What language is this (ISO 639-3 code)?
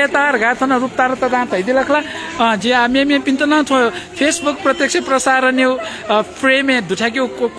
new